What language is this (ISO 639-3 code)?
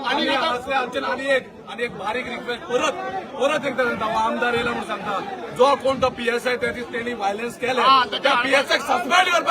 kok